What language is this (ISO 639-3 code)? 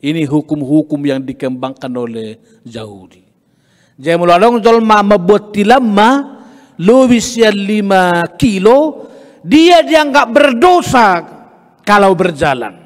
bbc